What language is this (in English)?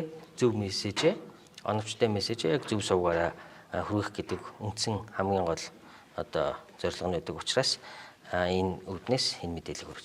Mongolian